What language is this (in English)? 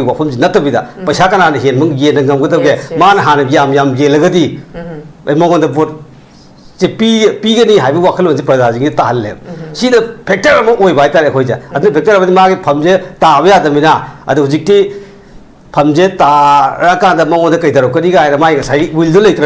Manipuri